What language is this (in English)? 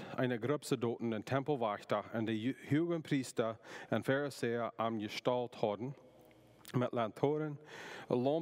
Plautdietsch